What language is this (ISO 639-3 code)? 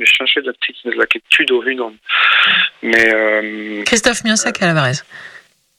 bre